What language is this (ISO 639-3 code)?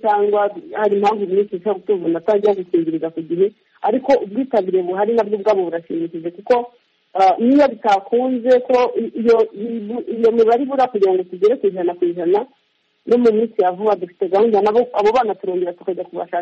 kin